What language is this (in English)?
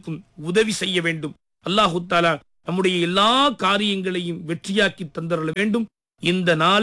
Tamil